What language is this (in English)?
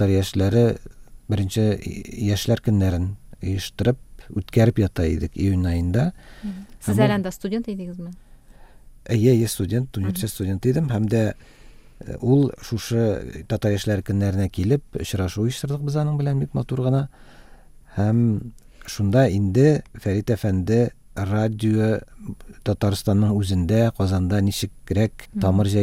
Tatar